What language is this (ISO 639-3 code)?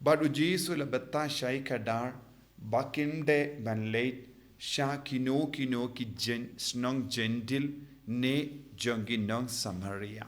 kha